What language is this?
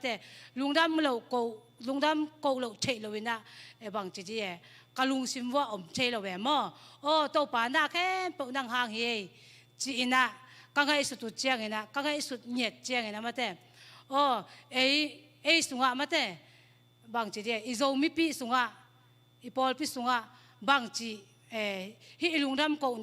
Tedim Chin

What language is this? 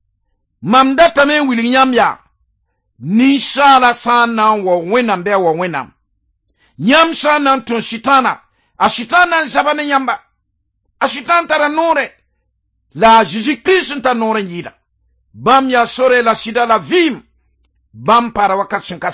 Mossi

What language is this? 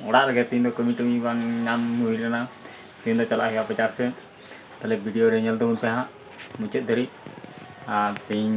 Santali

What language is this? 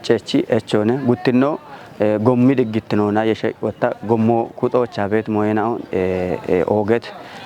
Kafa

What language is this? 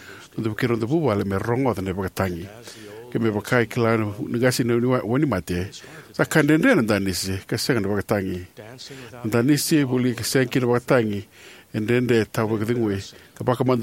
Fijian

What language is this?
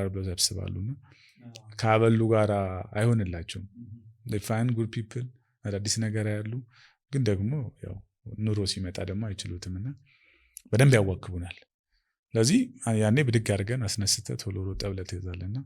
Amharic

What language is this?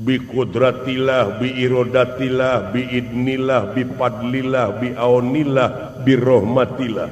Sundanese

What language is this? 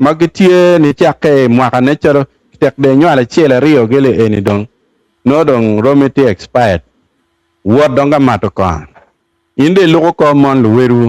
Acoli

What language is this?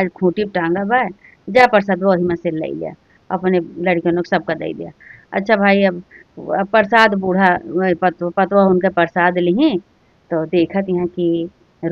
Awadhi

